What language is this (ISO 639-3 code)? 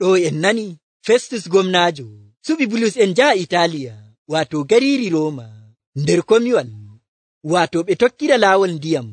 fuv